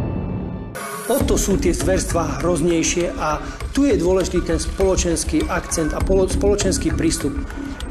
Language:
Slovak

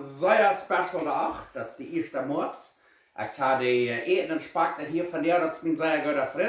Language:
Plautdietsch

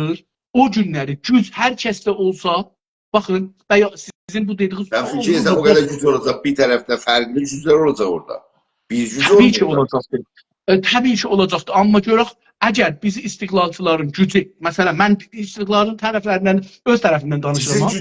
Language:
South Azerbaijani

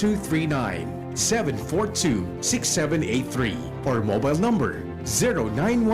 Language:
Bikol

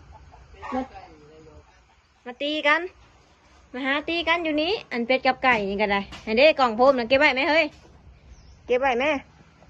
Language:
Northeastern Thai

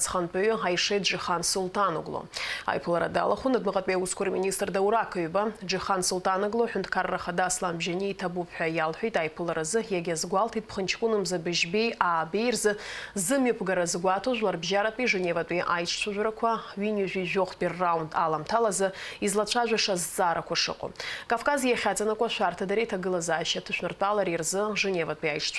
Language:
Abkhazian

